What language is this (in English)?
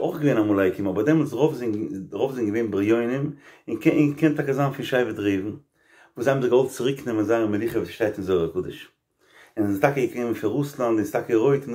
Yiddish